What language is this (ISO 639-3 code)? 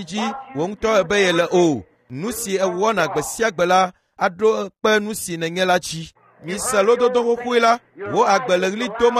ewe